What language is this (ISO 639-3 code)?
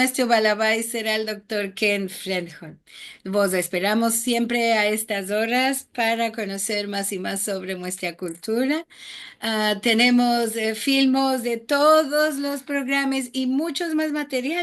lad